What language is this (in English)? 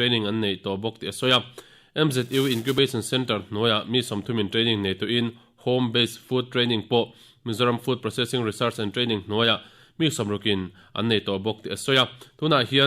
Mizo